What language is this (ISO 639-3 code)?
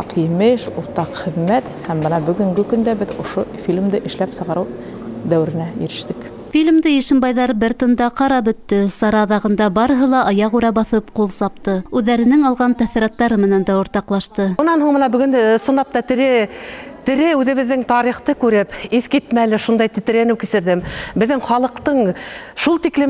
bak